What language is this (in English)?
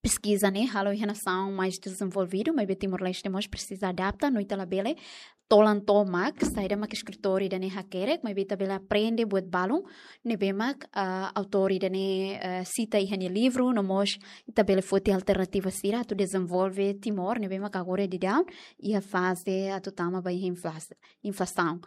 Tetum